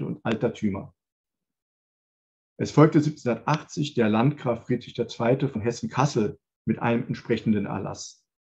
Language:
German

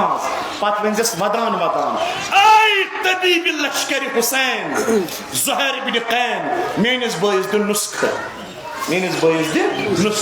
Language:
Kashmiri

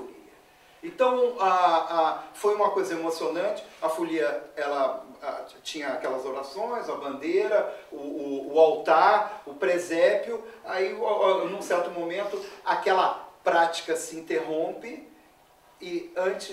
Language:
Portuguese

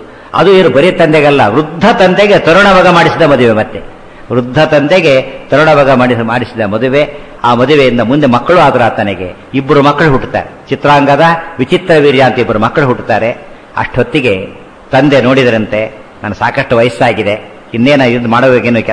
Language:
Kannada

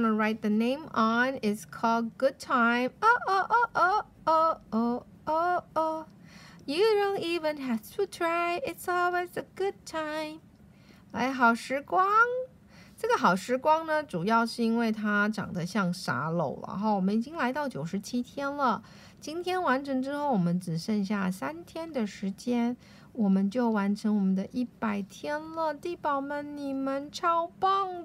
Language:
Chinese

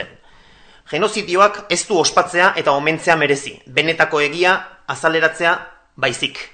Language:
Basque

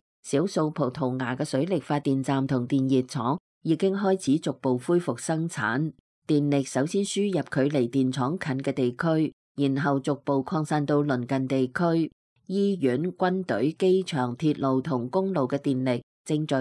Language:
Cantonese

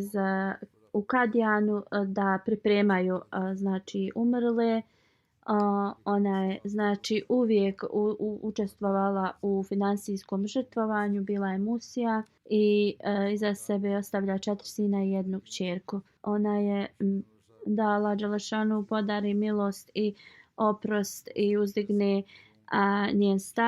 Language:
Bosnian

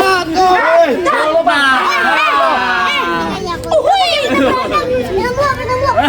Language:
Betawi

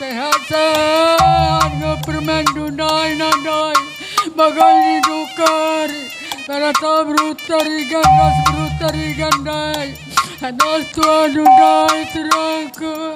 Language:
Batak Karo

